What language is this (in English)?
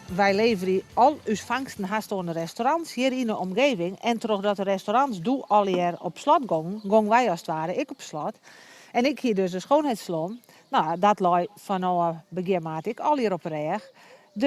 Western Frisian